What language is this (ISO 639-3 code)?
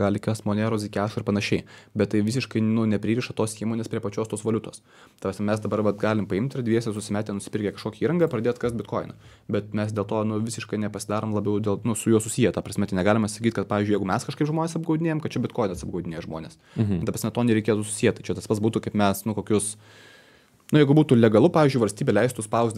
lit